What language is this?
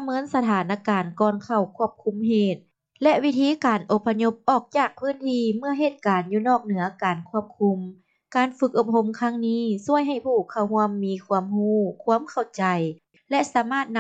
Lao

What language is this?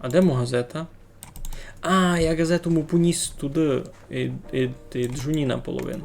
Rusyn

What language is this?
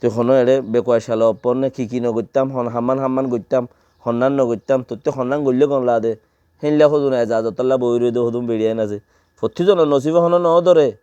Rohingya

